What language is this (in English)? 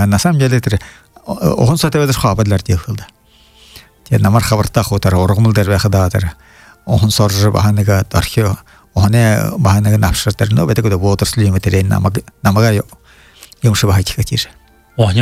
Buriat